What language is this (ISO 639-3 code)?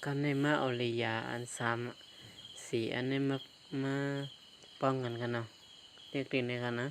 shn